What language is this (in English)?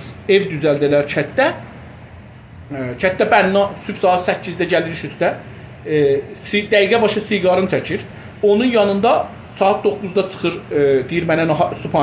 South Azerbaijani